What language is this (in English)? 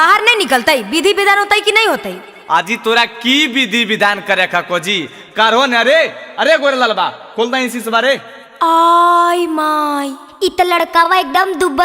Magahi